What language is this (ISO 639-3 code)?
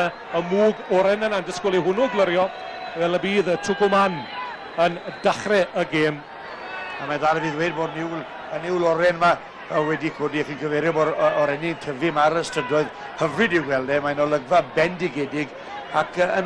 cym